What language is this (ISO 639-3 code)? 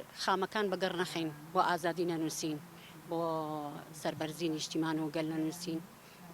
ckb